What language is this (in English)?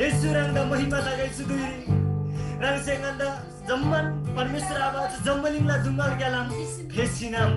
Eastern Tamang